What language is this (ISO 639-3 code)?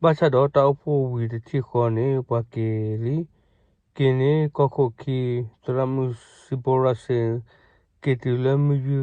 ksw